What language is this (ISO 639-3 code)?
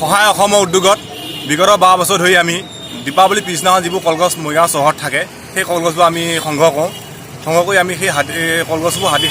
asm